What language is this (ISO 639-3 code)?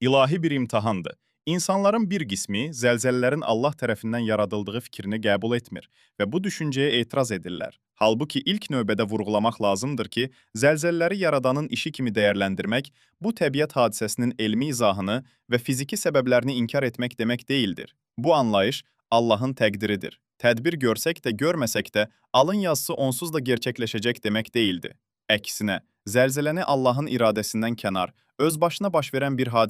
aze